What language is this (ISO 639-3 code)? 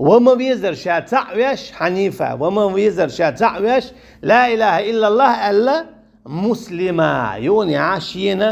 che